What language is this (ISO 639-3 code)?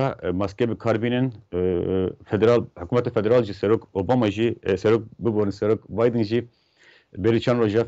kur